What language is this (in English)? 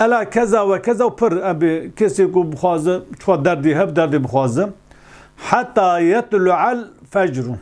Kurdish